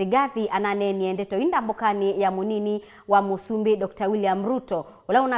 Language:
Kamba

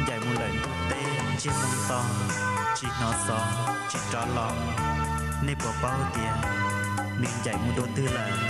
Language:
Hmong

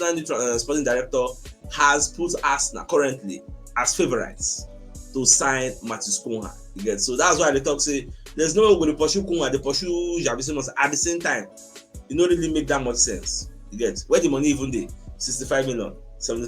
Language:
Nigerian Pidgin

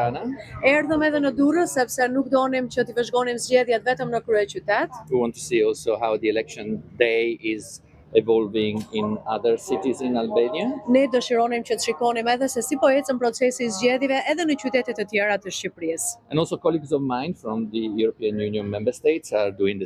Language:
Albanian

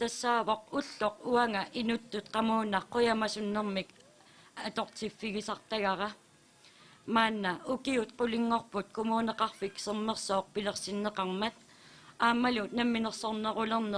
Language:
Kalaallisut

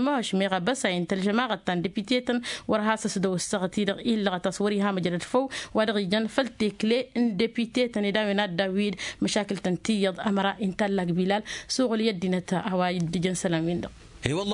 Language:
Tamasheq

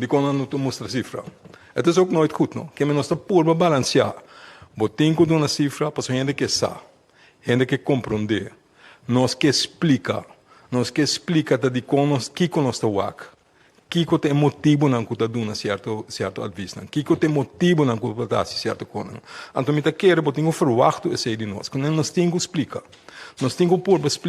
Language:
Papiamento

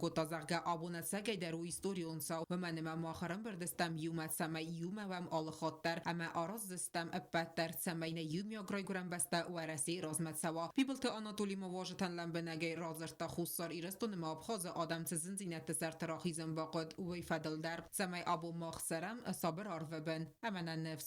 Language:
Ossetic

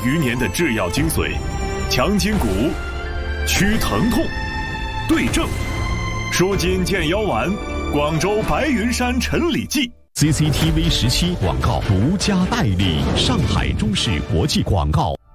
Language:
Chinese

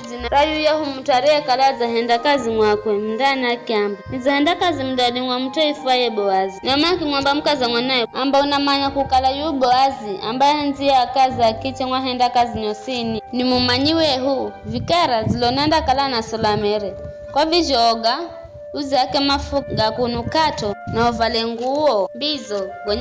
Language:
Giryama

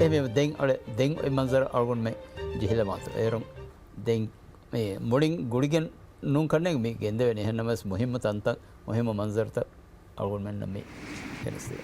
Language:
Divehi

